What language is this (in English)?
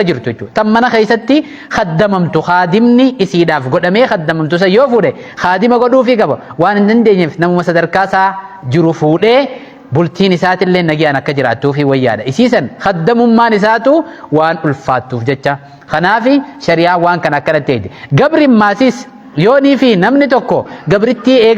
Oromo